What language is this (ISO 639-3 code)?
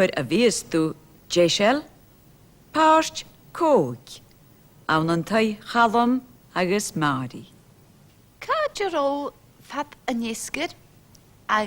gla